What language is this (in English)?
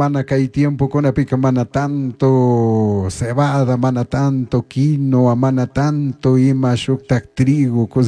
Chimborazo Highland Quichua